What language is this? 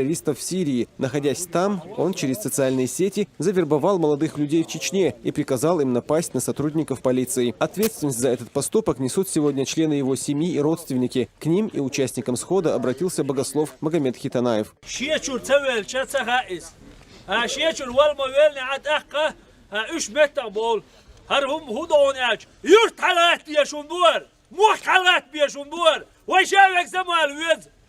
Chechen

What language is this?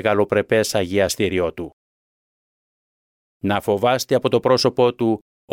Greek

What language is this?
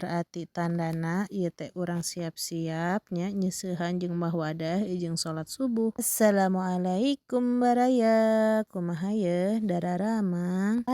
Sundanese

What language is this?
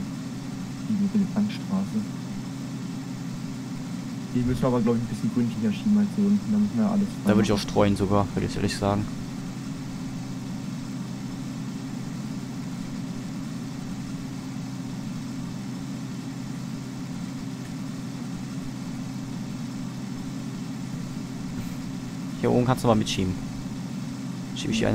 German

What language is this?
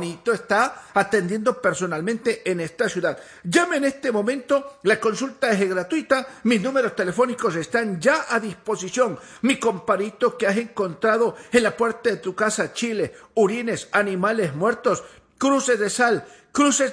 Spanish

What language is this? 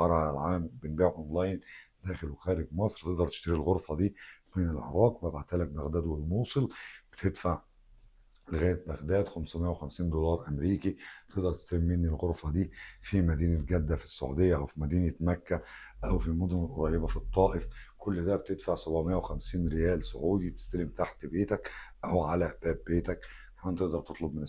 Egyptian Arabic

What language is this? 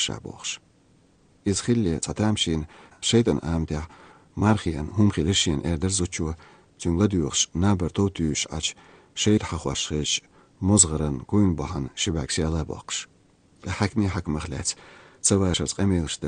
Chechen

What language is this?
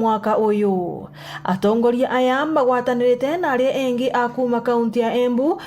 Meru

